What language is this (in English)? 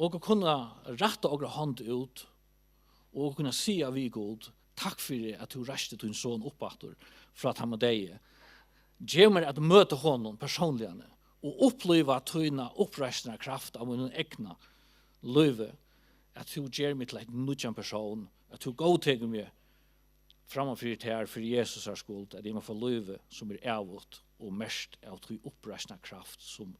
Faroese